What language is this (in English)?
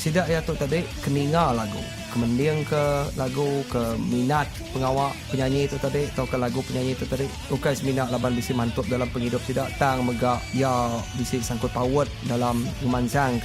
Iban